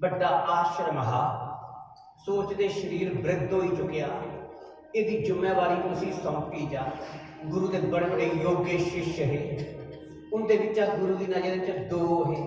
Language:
Dogri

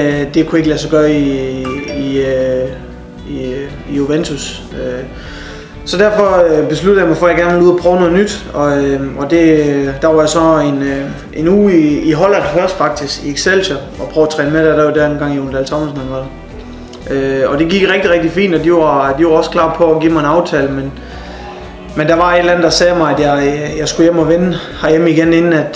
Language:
Danish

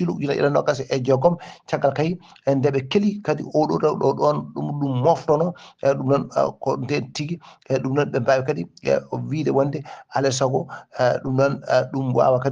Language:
Fula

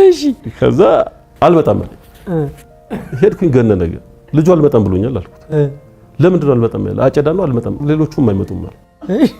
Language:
Amharic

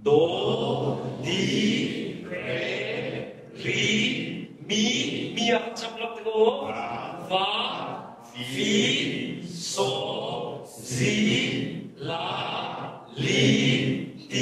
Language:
Hakha Chin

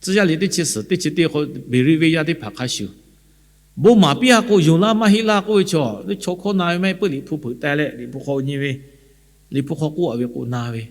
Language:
Lahu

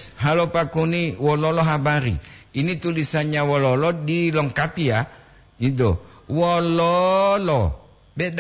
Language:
Gorontalo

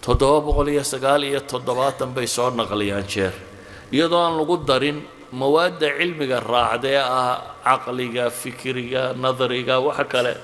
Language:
Somali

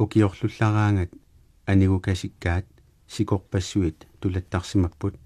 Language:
Kalaallisut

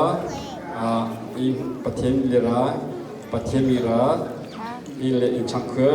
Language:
Hakha Chin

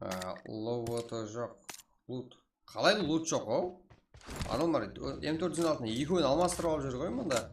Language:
Kara-Kalpak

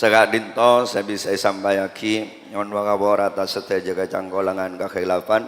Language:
Madurese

